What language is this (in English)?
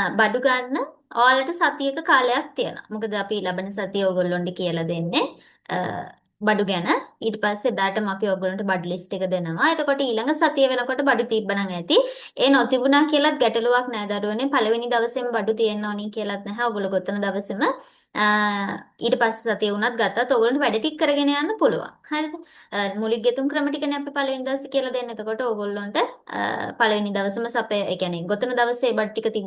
Sinhala